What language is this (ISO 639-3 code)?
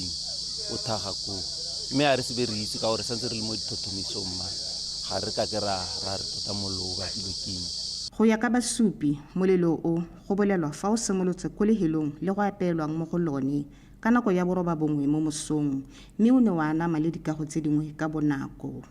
tsn